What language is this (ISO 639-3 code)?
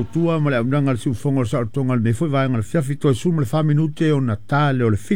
smo